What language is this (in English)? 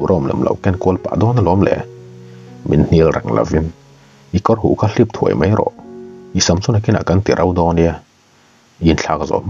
Mizo